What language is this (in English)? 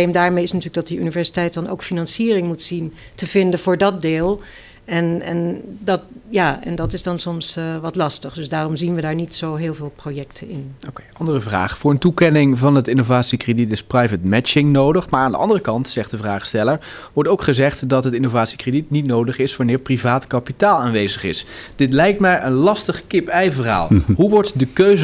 Dutch